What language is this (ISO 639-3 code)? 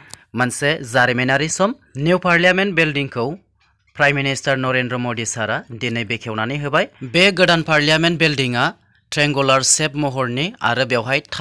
brx